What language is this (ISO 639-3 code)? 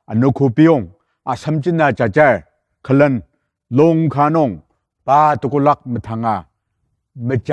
njo